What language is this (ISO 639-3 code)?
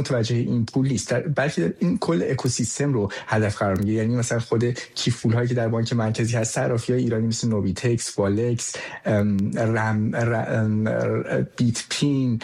fas